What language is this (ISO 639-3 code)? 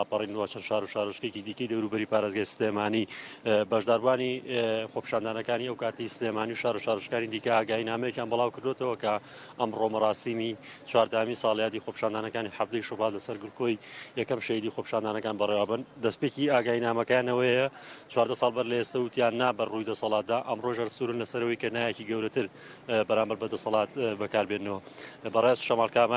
ckb